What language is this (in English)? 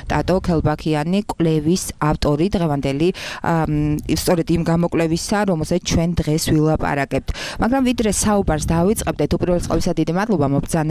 Georgian